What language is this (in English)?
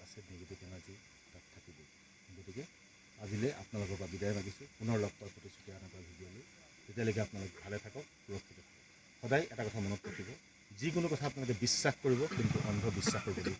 Assamese